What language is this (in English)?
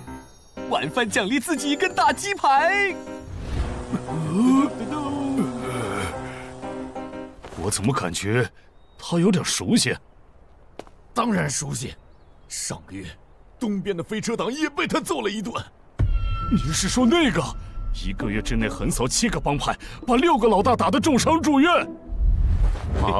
Chinese